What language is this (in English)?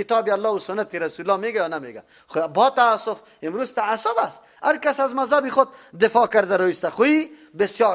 Persian